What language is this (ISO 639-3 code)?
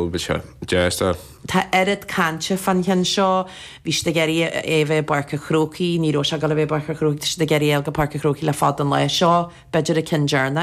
gle